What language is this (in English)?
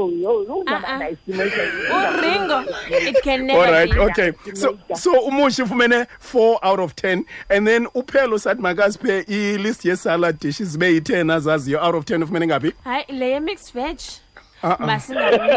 Xhosa